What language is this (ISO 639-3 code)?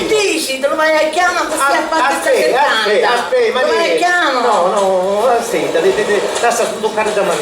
scn